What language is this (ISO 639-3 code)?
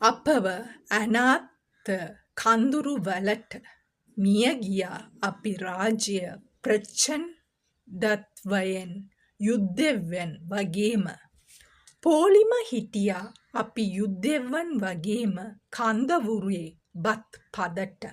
sin